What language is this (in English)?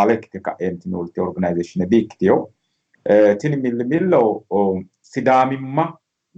Sidamo